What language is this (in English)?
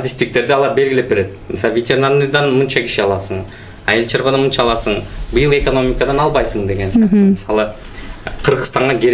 Kyrgyz